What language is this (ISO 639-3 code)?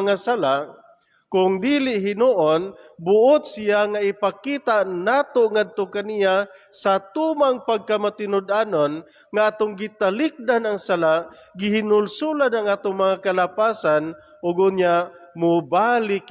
ceb